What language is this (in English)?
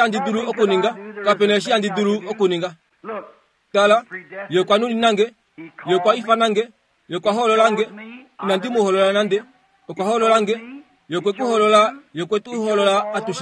Kuanyama